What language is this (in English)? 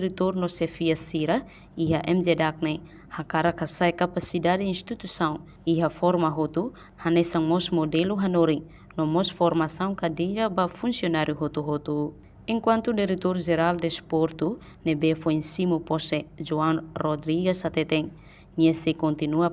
Tetum